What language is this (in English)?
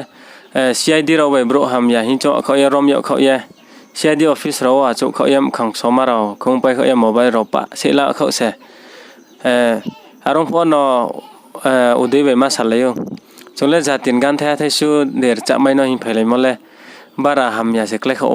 Riang (India)